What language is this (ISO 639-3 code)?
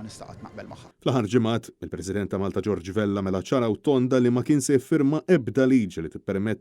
mlt